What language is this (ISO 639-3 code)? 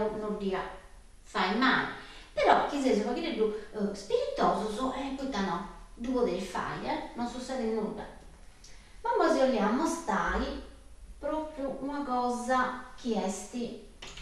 srd